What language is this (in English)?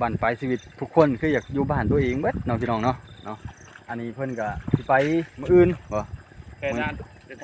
Lao